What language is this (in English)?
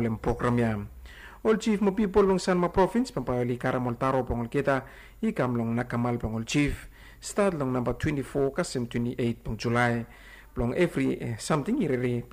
Bislama